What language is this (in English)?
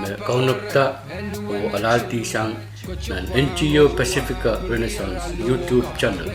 Pohnpeian